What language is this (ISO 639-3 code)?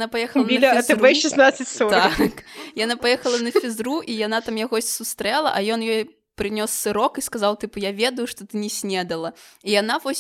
bel